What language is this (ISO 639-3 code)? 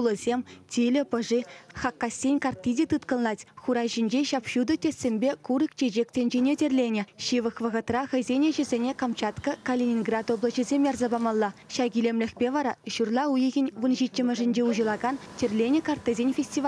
chv